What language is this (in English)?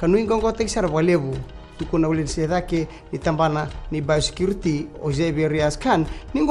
Fijian